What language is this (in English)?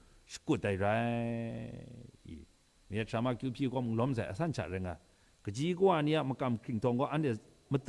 Kachin